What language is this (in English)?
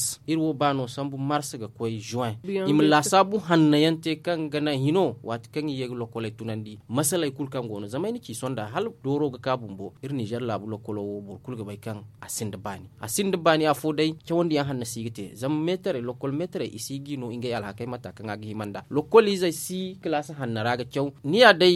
Zarma